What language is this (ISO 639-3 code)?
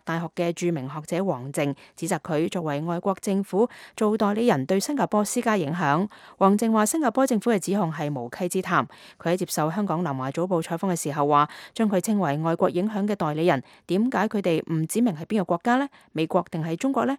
yue